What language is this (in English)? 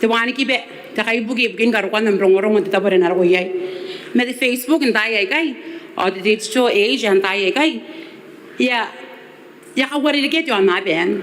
Gilbertese